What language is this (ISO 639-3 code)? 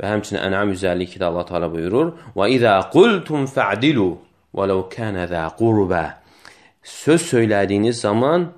aze